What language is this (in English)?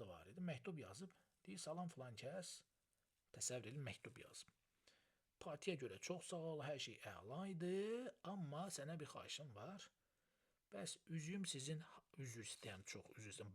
Azerbaijani